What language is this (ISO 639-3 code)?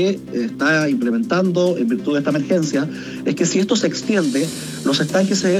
spa